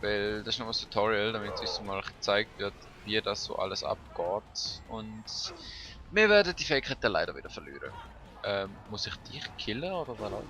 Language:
Swiss German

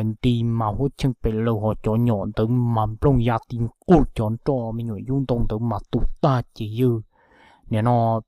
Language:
Hmong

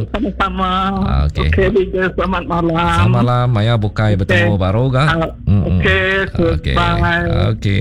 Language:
Iban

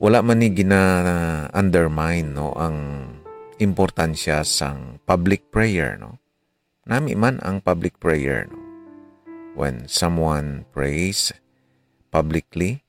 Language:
Hiligaynon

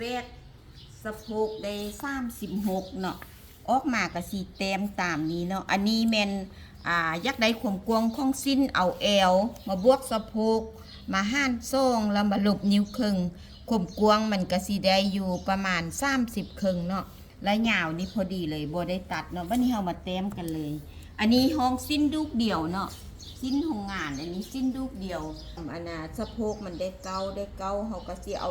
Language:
Lao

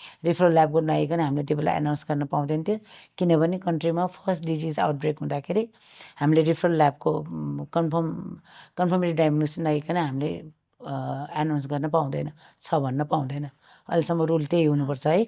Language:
Nepali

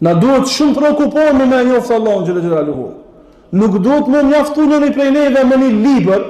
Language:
Albanian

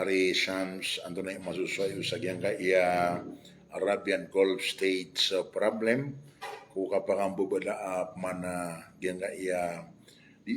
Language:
Maranao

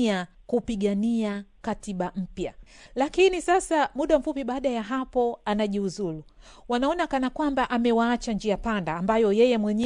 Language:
Swahili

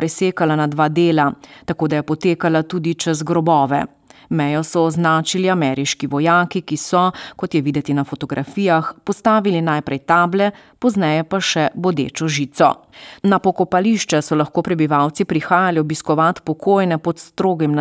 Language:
Slovenian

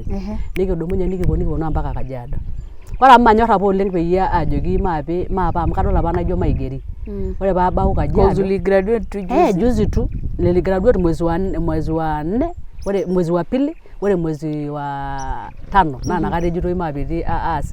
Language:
Masai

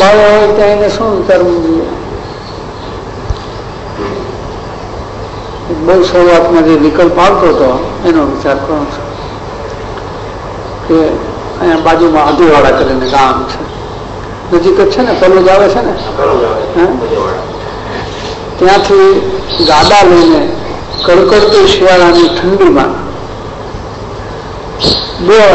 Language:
Gujarati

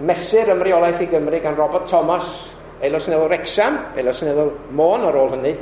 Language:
Welsh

